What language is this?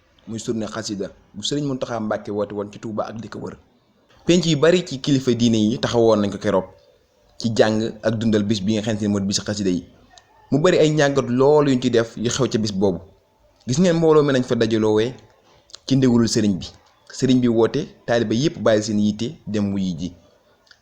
Wolof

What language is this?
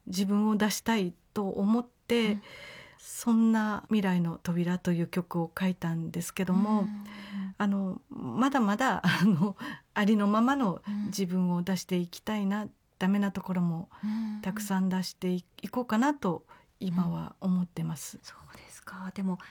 Japanese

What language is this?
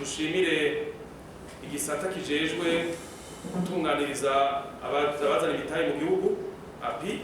Rundi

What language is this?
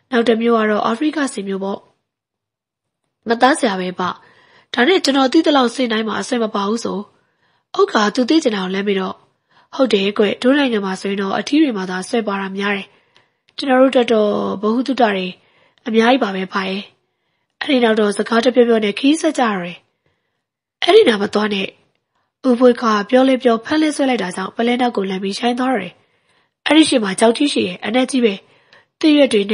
Burmese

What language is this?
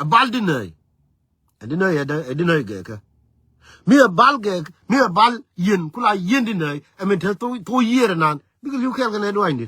Nuer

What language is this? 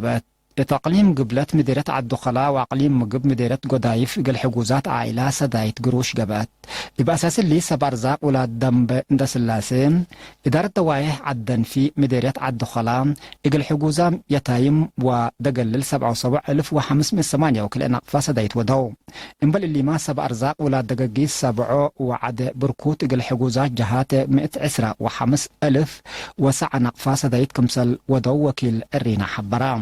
Tigre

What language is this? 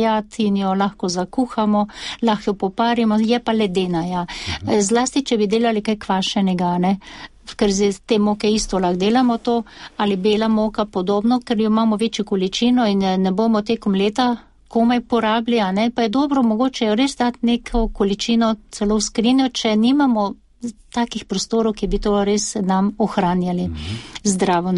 Slovenian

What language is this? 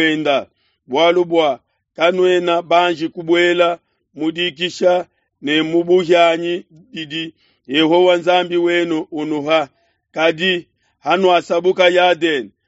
Luba-Lulua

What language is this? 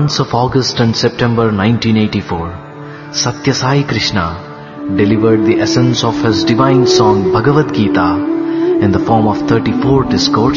Telugu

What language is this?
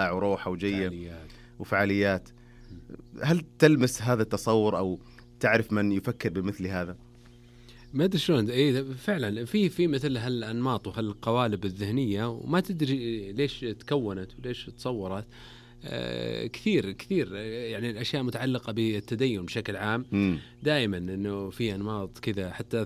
Najdi Arabic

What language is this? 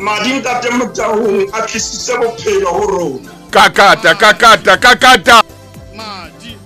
Tswana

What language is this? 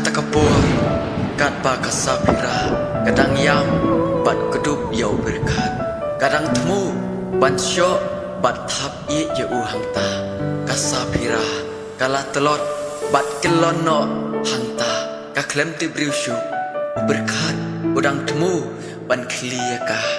Khasi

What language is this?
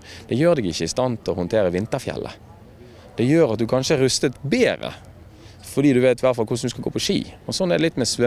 Norwegian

